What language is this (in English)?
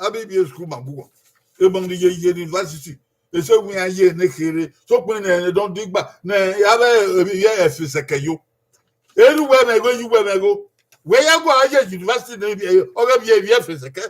Bini